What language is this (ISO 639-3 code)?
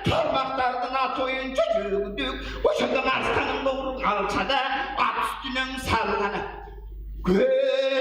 tyv